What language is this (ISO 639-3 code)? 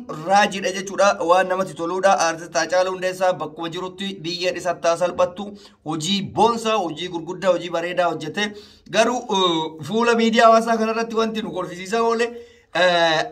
orm